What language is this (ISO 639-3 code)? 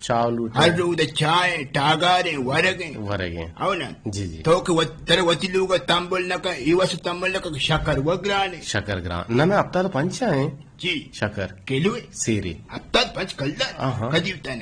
bgp